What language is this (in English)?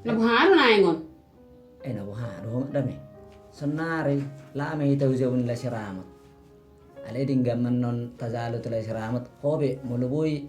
Batak Toba